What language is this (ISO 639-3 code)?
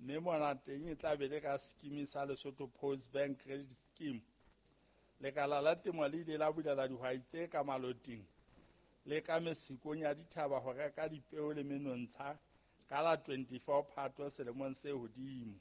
sot